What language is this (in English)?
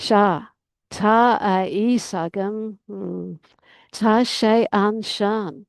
Irish